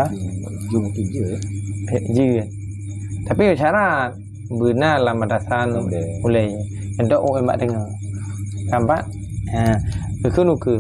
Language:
Achinese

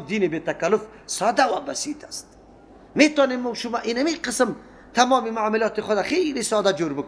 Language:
Persian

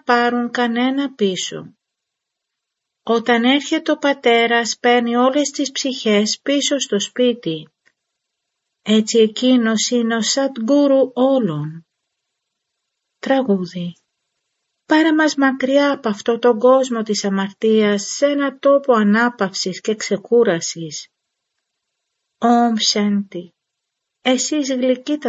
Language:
Greek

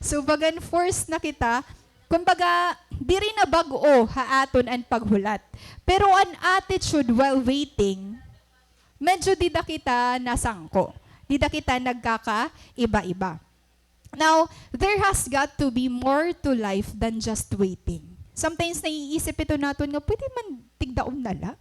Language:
Waray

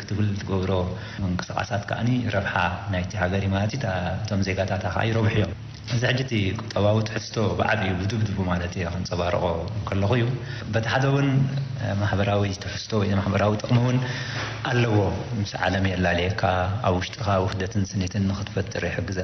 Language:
Tigrinya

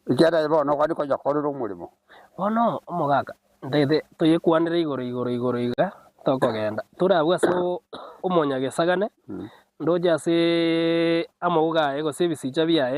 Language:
Gusii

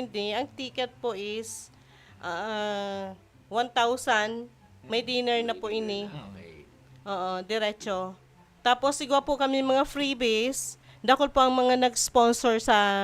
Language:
Bikol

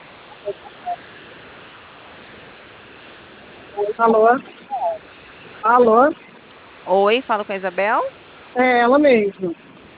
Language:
Portuguese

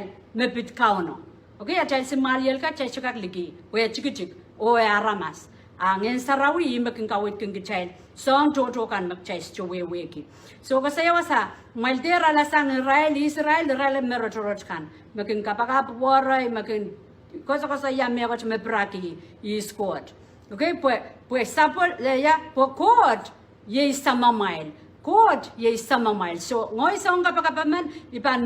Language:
Pohnpeian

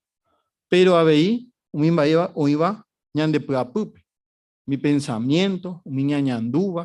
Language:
Guarani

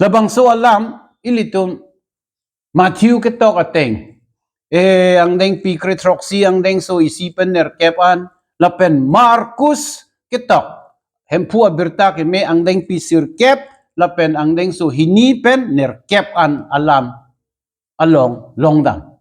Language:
Karbi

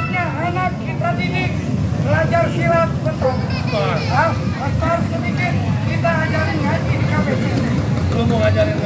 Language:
Betawi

